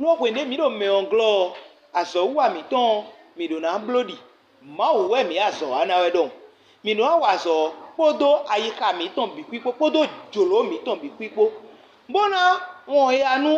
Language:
Fon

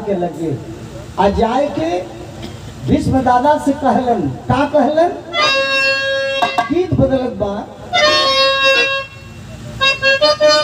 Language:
Bhojpuri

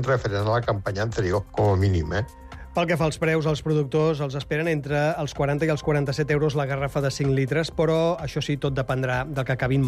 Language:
Catalan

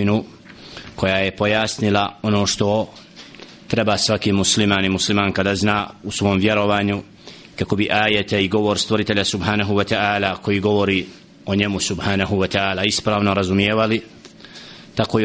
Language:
Bosnian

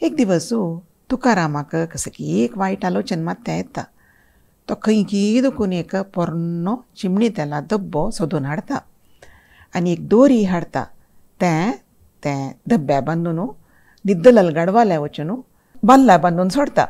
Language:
Konkani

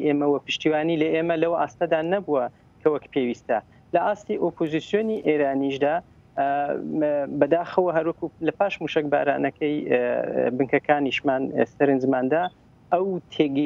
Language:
Central Kurdish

